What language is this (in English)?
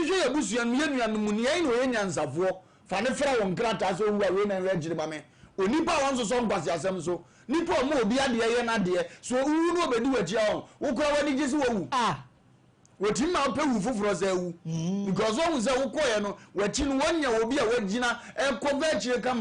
Akan